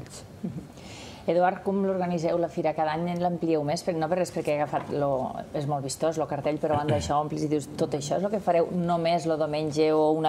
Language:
Catalan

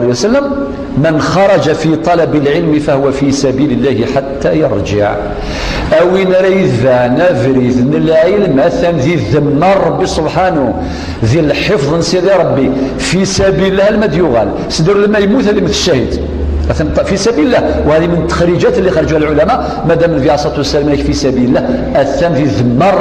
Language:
Kabyle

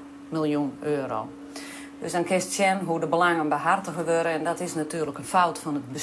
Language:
Western Frisian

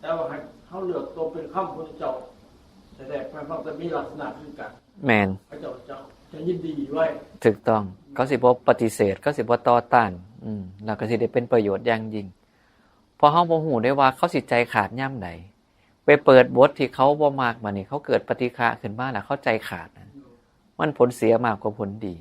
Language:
Northeastern Thai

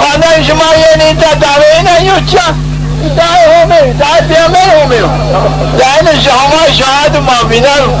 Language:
Zaza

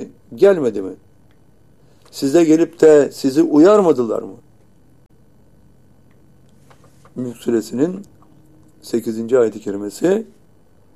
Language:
Turkish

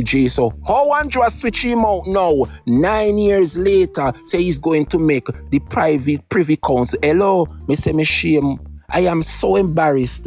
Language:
Jamaican Creole English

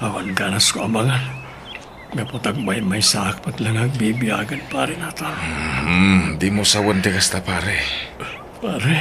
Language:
Iloko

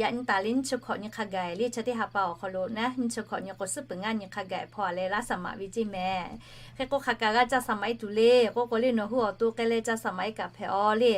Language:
Lahu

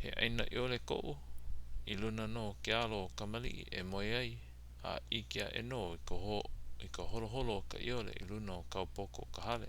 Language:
Hawaiian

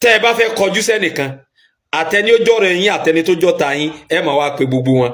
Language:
Yoruba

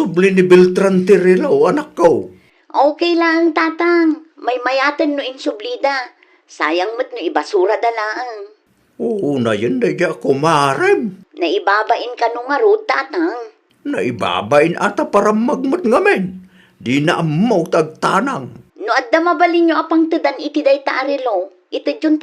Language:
Iloko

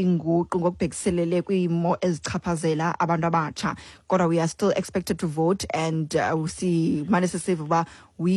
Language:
Xhosa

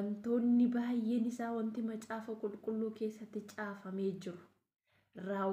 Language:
Oromo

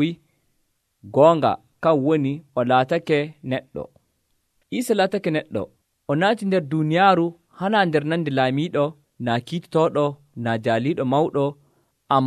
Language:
Nigerian Fulfulde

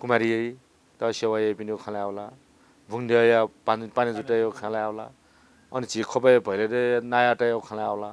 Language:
Newari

